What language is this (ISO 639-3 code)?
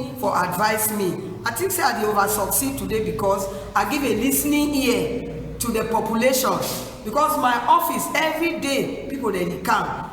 wes